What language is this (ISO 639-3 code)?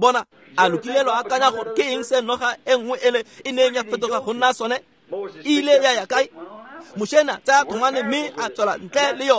tsn